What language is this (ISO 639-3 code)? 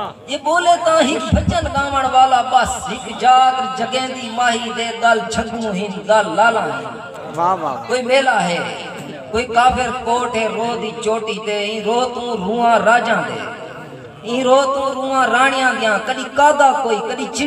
skr